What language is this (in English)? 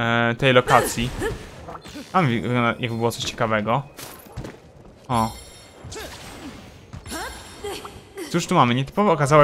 Polish